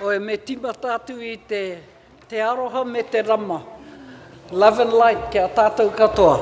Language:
Māori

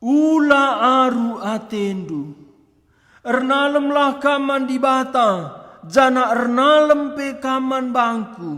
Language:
Batak Karo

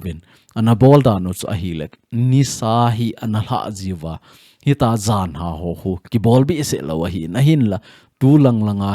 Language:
Thado Chin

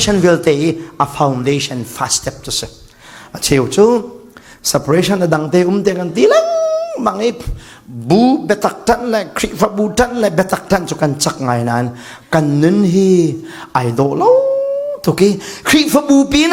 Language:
Falam Chin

